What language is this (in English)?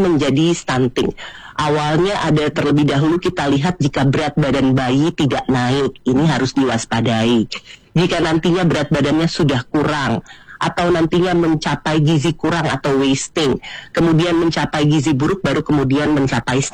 Indonesian